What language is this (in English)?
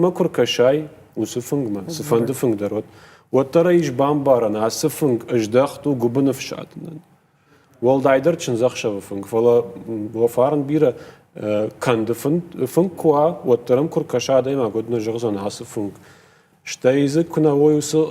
Ossetic